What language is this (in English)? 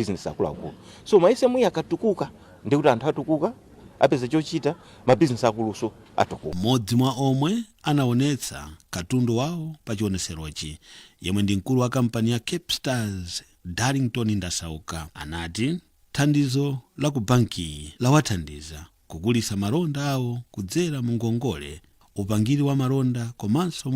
Nyanja